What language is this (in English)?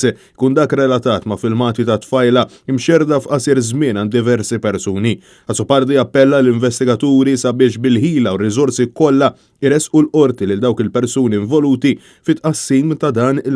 Maltese